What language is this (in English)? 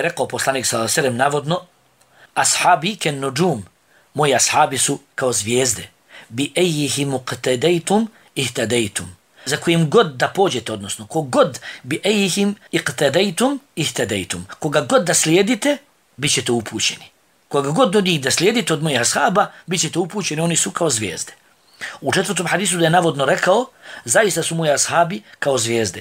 Bosnian